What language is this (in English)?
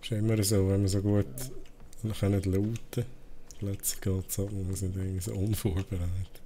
Swiss German